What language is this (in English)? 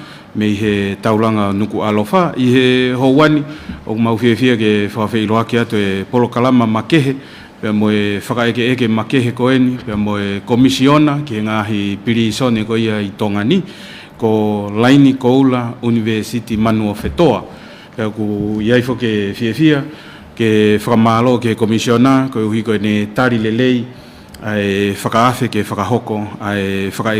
Tongan